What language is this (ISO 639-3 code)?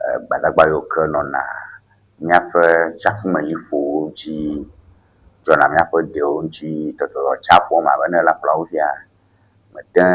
ewe